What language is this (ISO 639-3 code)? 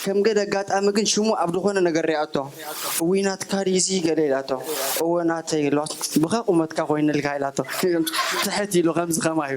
tir